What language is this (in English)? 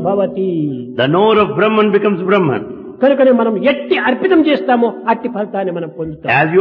Telugu